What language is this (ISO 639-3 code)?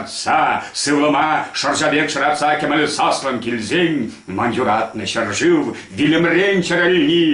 chv